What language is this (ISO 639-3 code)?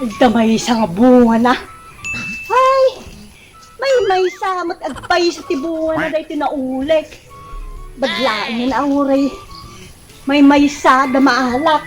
ilo